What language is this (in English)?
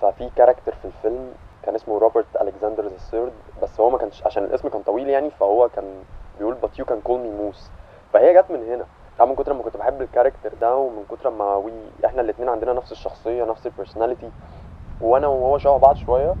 Egyptian Arabic